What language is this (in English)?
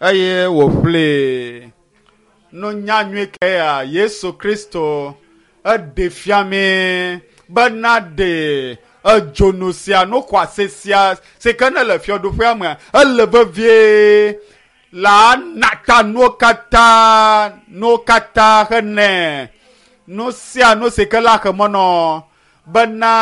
Ewe